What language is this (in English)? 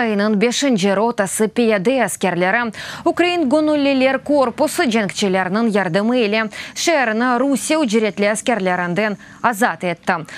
Crimean Tatar